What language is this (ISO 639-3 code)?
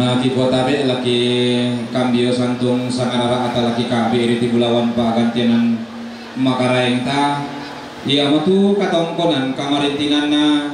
sda